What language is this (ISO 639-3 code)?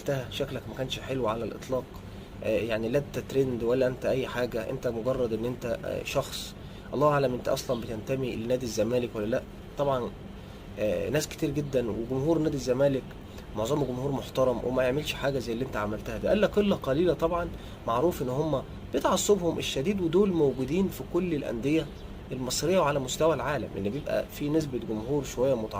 arz